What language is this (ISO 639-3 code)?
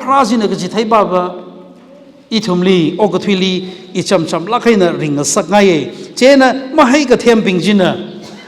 nmf